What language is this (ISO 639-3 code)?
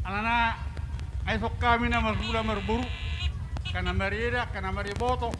bbc